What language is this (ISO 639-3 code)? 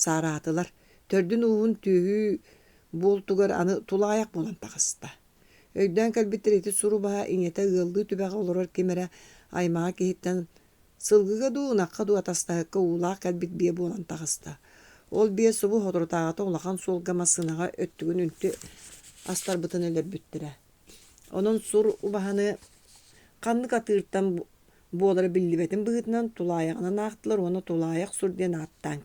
sah